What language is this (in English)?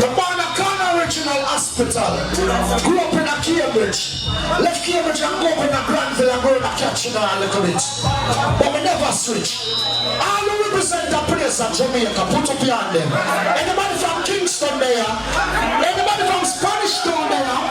Jamaican Creole English